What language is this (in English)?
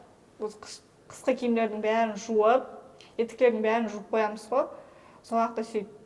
Kara-Kalpak